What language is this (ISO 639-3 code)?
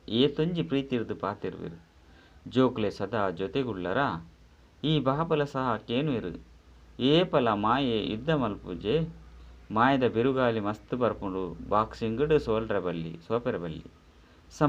tcy